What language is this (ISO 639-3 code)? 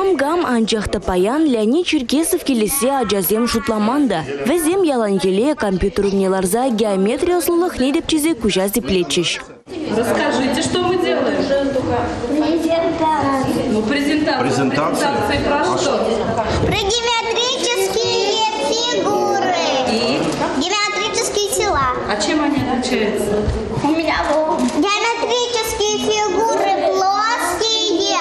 chv